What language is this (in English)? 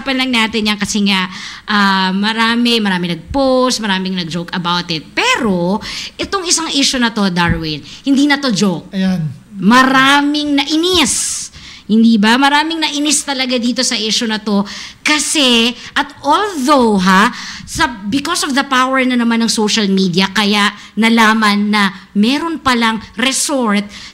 Filipino